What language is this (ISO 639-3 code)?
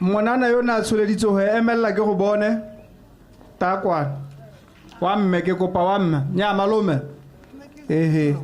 tsn